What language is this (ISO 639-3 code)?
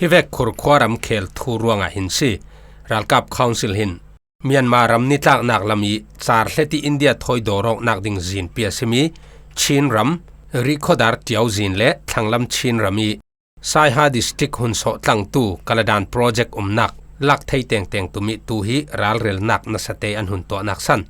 cfm